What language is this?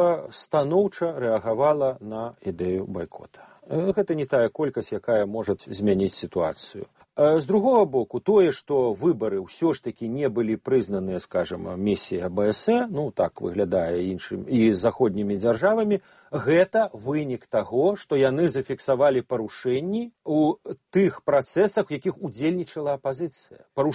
Belarusian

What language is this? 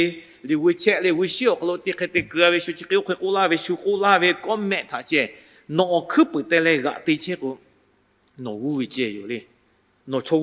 Lahu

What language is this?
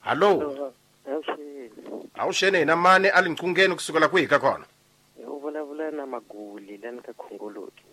Tsonga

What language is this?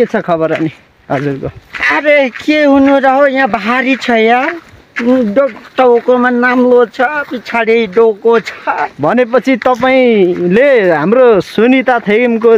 Nepali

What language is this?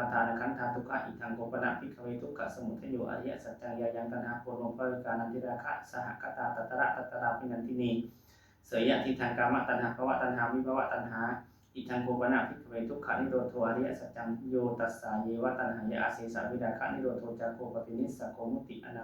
Pali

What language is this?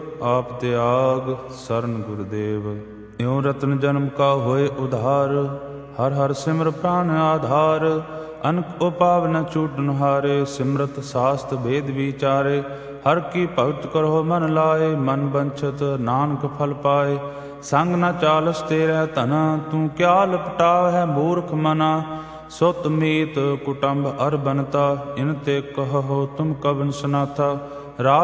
Punjabi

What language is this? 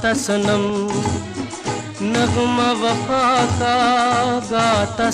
Hindi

